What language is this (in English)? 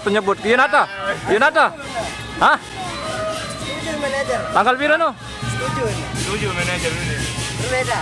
Sasak